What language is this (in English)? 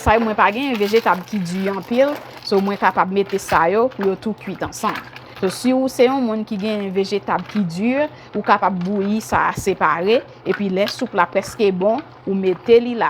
Haitian Creole